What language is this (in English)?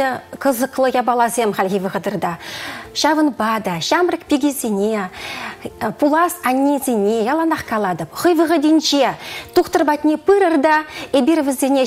Chuvash